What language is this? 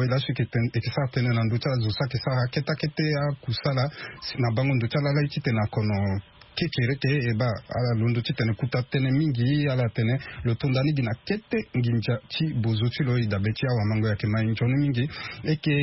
Sango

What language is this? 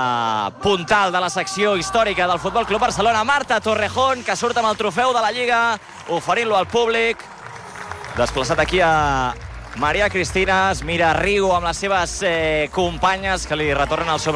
Catalan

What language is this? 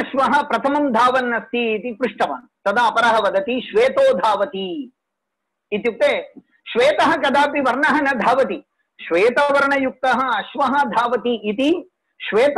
Sanskrit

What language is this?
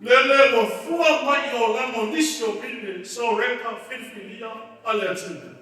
Samoan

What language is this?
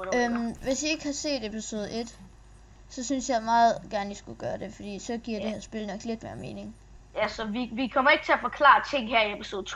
Danish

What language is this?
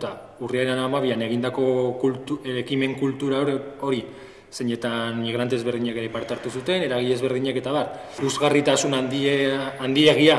Basque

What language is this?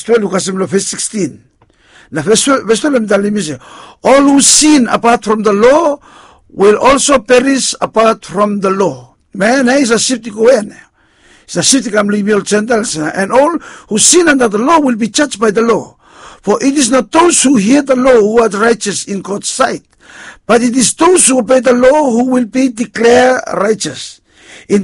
Bislama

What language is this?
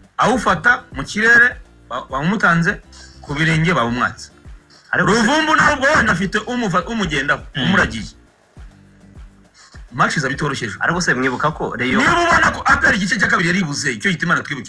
Kinyarwanda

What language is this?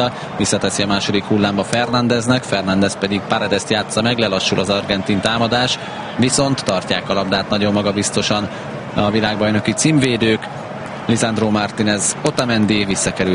Hungarian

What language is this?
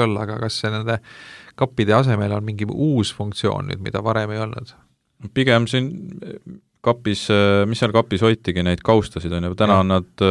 Estonian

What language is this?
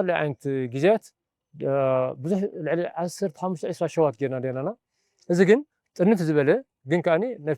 Tigrinya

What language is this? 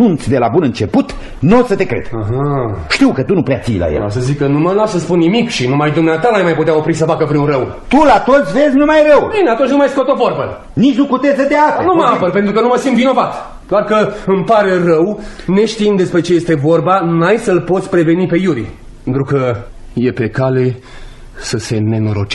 Romanian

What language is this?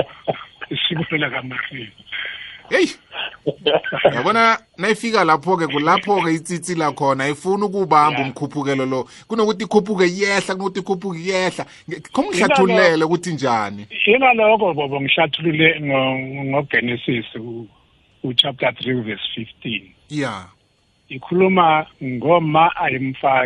South Ndebele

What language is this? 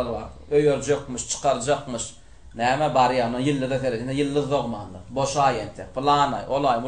Turkmen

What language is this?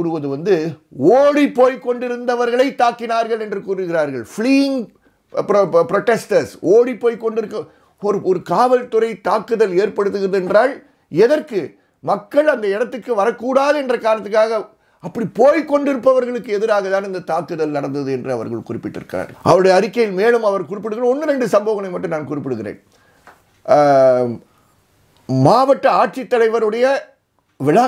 Tamil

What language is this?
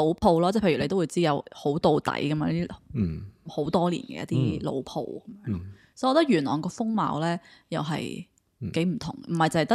Cantonese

